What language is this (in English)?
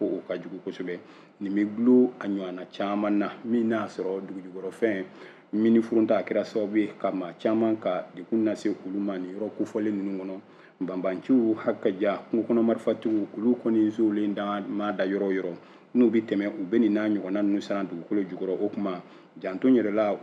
Bambara